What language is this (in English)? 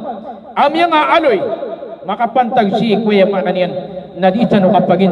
Maranao